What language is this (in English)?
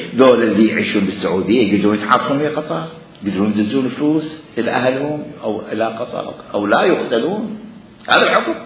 Mesopotamian Arabic